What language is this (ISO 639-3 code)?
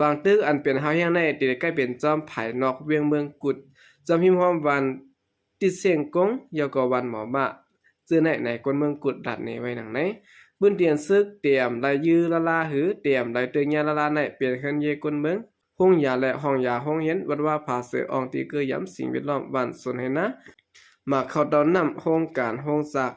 shn